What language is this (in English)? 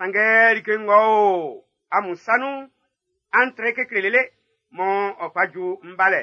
Baoulé